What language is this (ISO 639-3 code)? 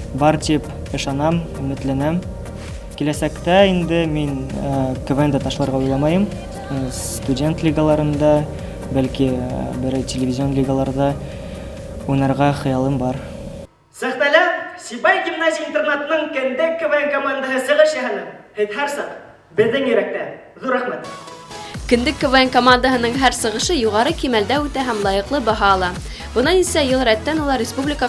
bak